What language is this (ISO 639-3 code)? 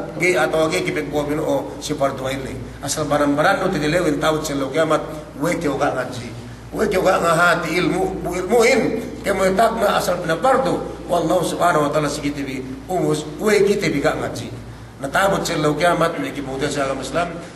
yka